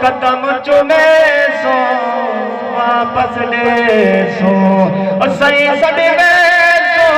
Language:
Saraiki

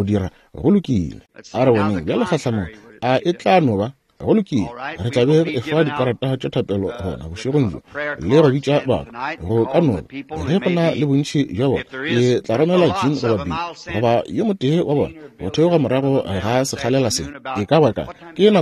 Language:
Northern Sotho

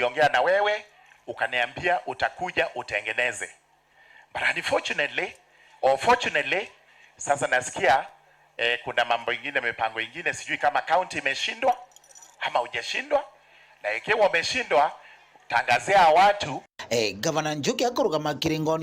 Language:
Meru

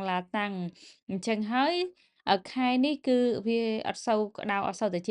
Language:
Khmer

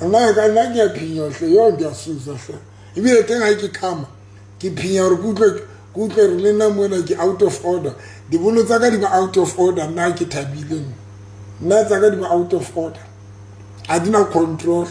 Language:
Southern Sotho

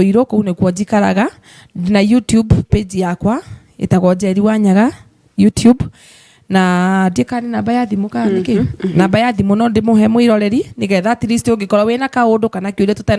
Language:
Kikuyu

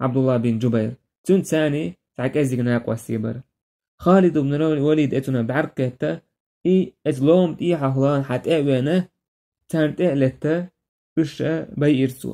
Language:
Chechen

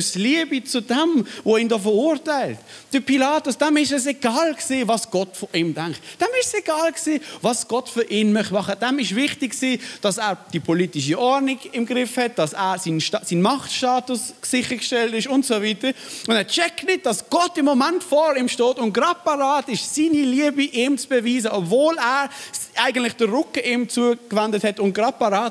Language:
Swiss German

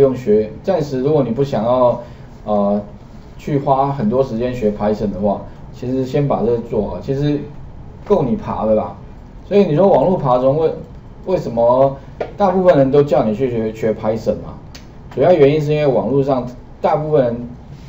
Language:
Chinese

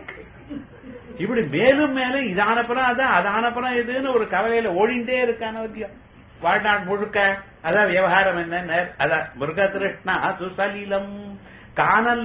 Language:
Tamil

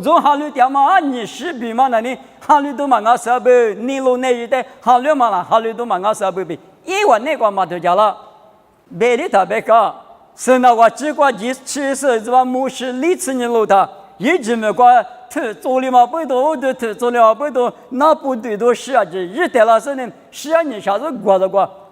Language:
Lisu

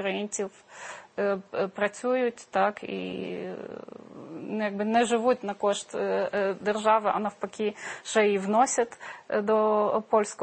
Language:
Ukrainian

